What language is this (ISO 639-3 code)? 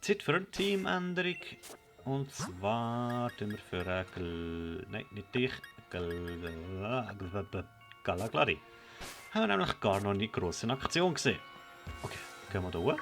gsw